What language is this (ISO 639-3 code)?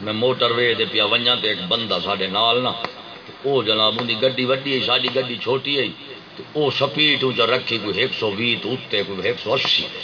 skr